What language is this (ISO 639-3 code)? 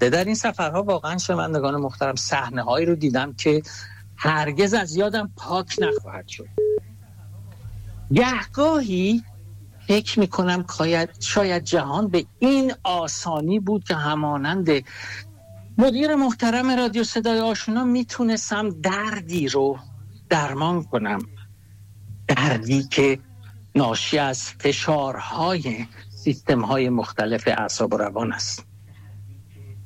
fas